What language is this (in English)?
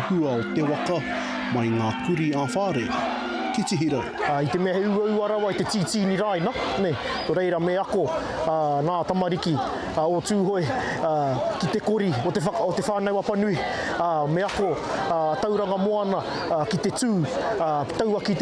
Māori